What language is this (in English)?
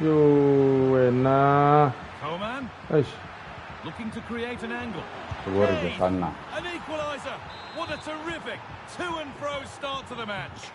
Tswana